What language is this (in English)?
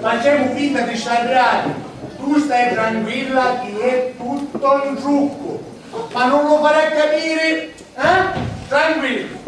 Sicilian